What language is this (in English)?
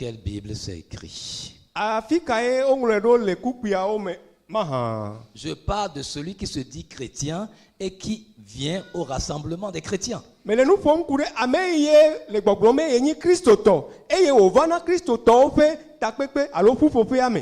Ewe